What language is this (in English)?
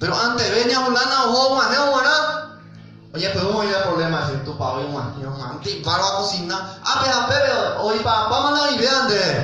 Guarani